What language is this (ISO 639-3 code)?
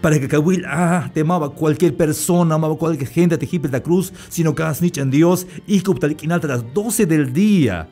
tzh